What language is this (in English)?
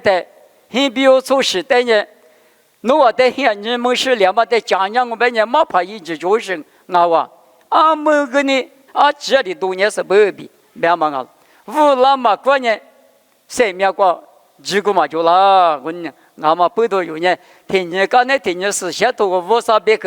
Lisu